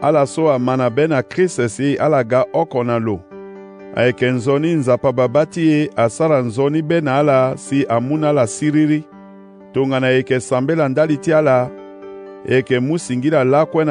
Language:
Sango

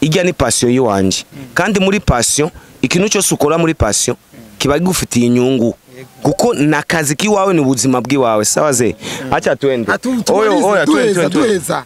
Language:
Rundi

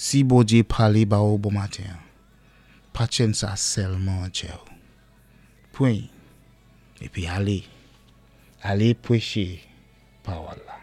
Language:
Saint Lucian Creole French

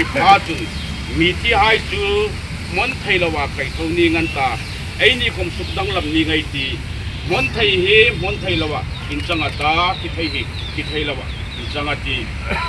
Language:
Hmar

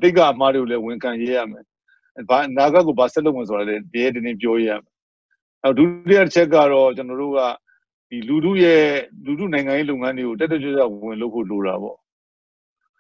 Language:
Burmese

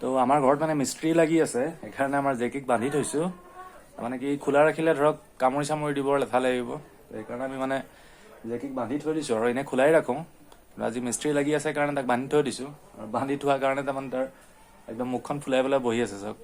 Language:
Assamese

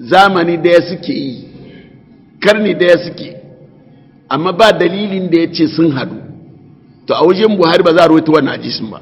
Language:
Hausa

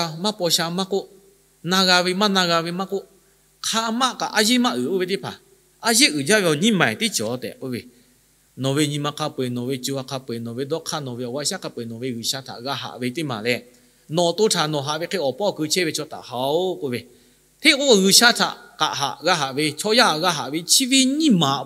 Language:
Lahu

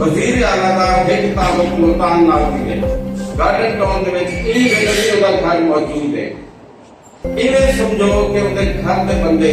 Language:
Saraiki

